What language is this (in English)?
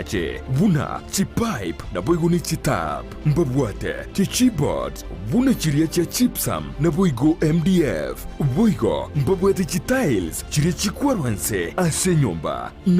Gusii